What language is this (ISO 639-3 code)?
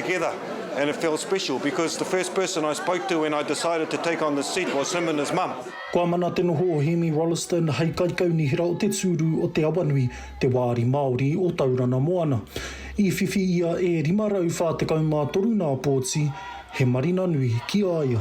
mri